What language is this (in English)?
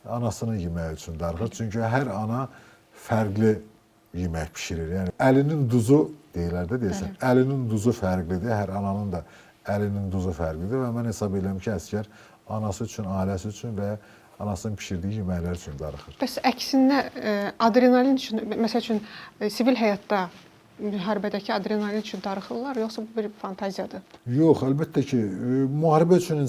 Azerbaijani